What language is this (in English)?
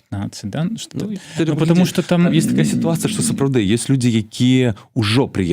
Belarusian